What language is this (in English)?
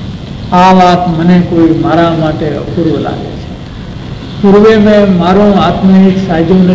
Gujarati